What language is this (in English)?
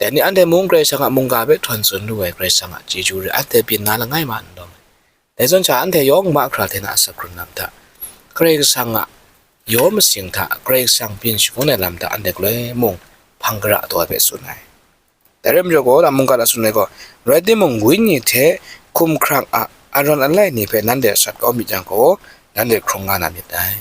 Kachin